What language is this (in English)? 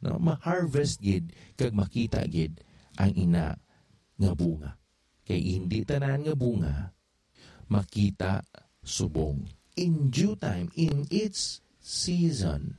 Hiligaynon